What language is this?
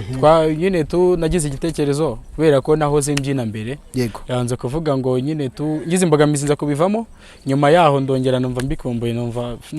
Kinyarwanda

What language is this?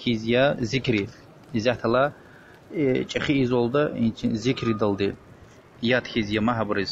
Lezghian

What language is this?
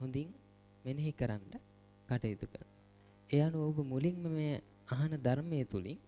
Sinhala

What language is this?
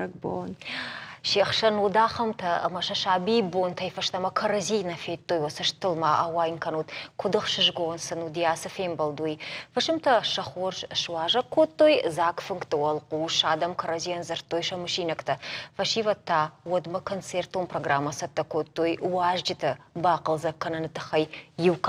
Ossetic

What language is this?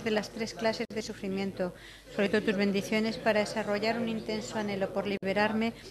Spanish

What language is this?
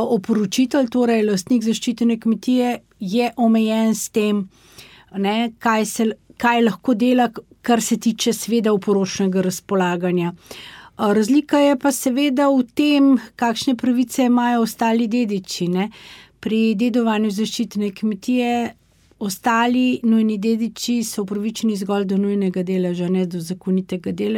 Slovenian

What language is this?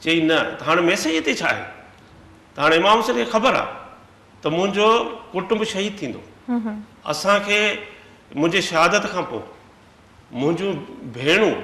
Sindhi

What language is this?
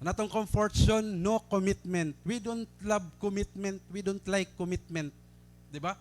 Waray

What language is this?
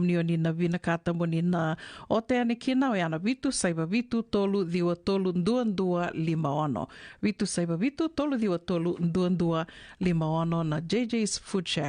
Fijian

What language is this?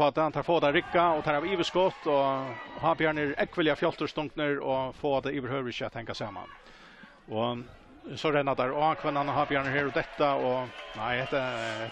Faroese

